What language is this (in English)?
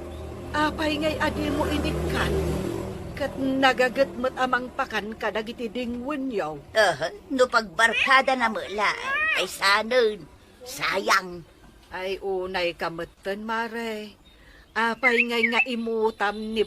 Iloko